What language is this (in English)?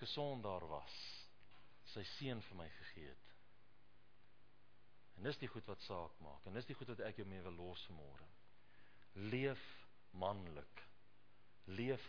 Afrikaans